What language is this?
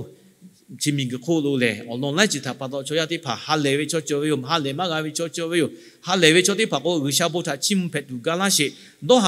Lahu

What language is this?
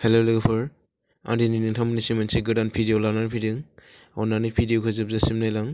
Bodo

